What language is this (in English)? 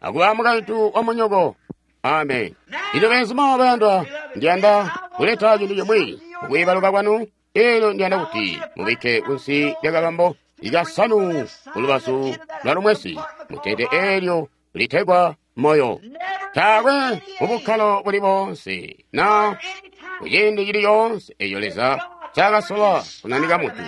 Tonga (Zambia)